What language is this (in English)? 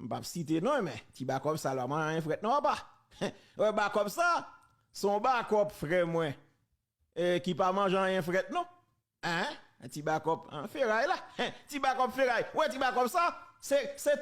Haitian Creole